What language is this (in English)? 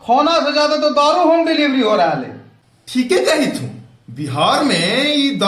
Magahi